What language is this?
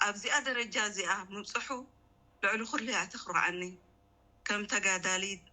Tigrinya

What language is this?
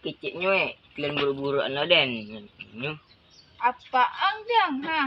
Minangkabau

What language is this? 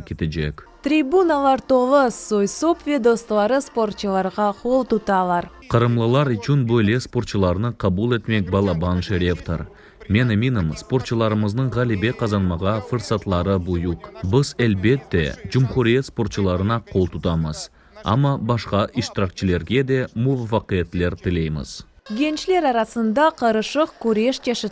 Crimean Tatar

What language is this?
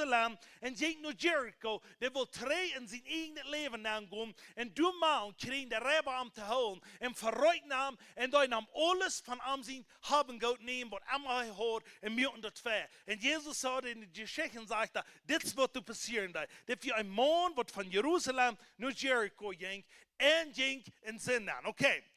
Plautdietsch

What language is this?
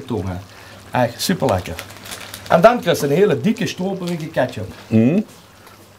Limburgish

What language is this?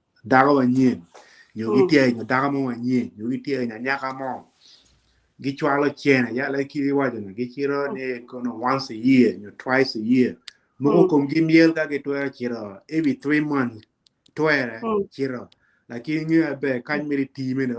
Acoli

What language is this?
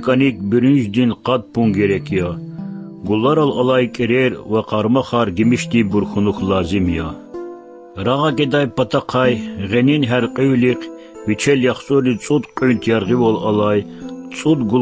Lezghian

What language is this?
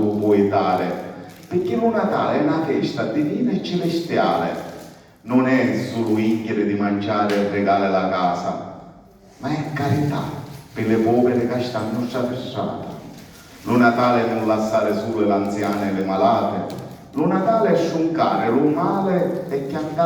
Sicilian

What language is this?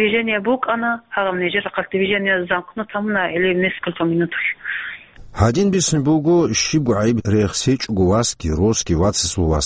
Avaric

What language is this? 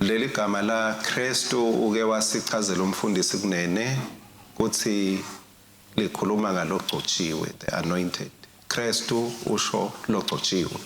Swati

